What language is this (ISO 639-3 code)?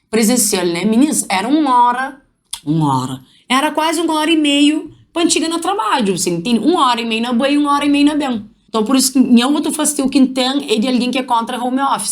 kea